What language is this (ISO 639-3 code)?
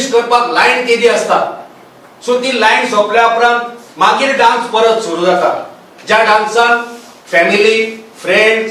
kok